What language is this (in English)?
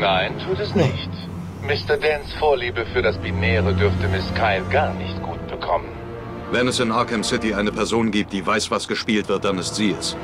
Swiss German